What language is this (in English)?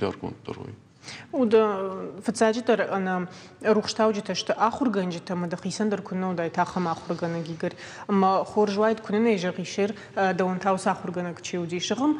Ossetic